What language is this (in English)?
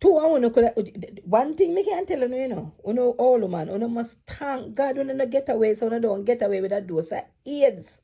Jamaican Creole English